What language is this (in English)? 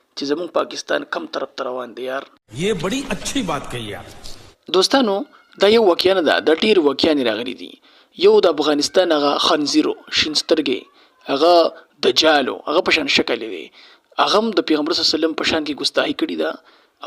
Pashto